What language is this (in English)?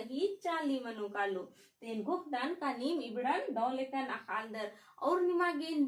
Kurukh